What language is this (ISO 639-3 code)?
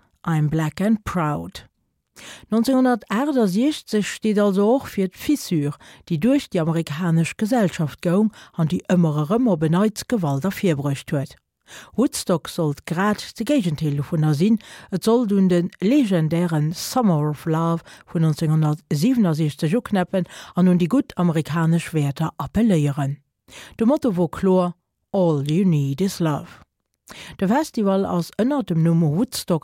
ltz